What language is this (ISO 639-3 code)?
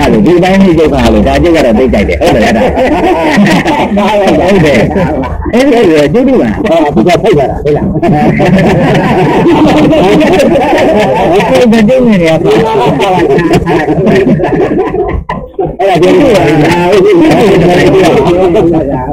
mya